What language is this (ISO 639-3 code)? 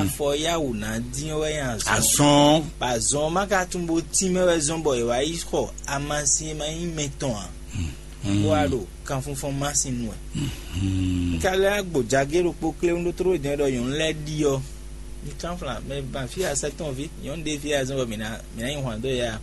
fon